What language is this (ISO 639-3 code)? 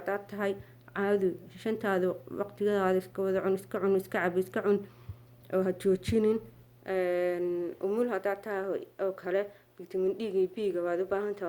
som